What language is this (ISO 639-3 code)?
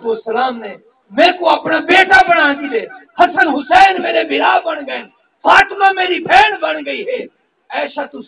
skr